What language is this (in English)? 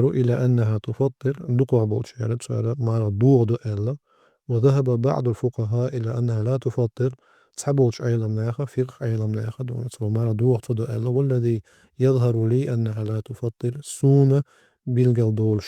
Chechen